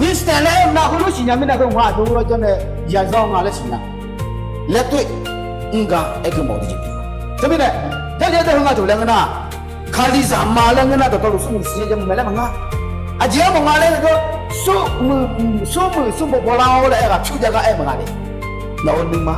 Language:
Akha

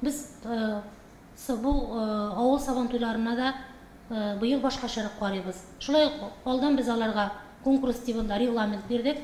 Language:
Tatar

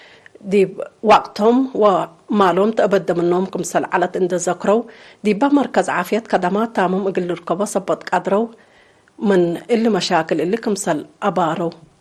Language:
Tigre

